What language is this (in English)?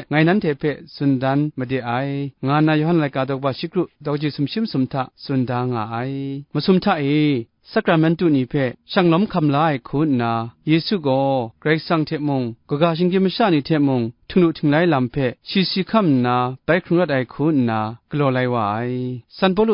Kachin